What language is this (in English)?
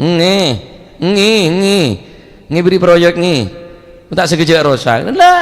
Madurese